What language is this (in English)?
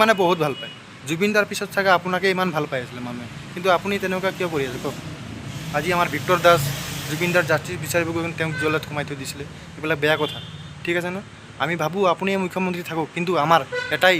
Assamese